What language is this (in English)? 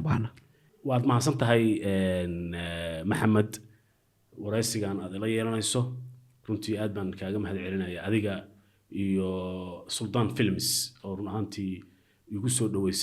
Somali